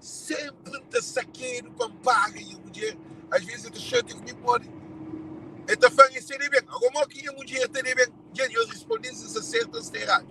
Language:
Kabuverdianu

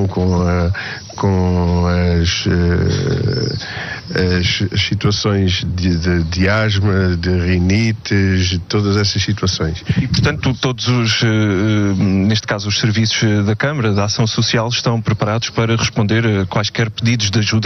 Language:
Portuguese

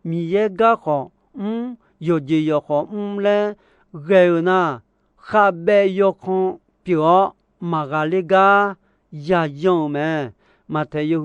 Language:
Akha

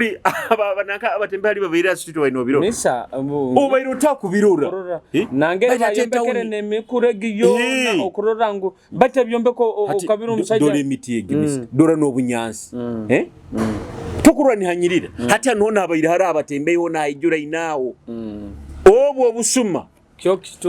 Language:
Nyoro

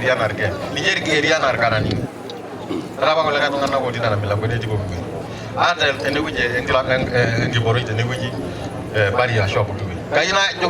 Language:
Masai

